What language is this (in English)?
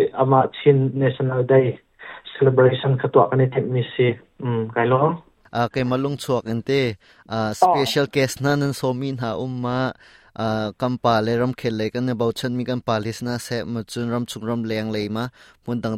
Hakha Chin